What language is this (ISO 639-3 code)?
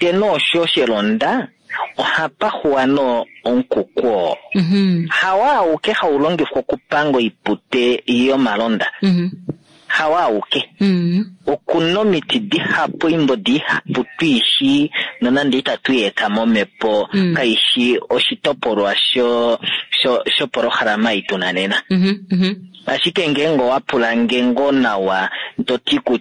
kua